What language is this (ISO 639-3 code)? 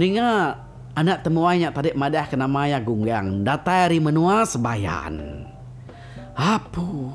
iba